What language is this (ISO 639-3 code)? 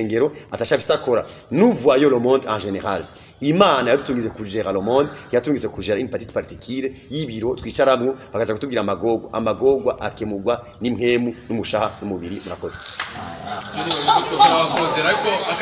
run